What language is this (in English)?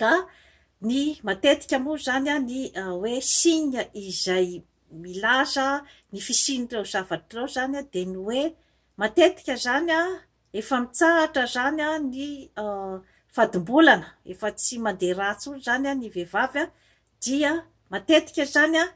Malagasy